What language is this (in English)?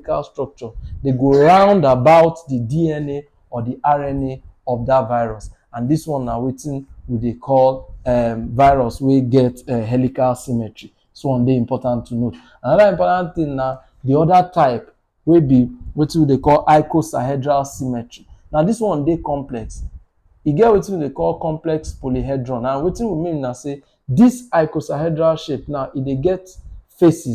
Nigerian Pidgin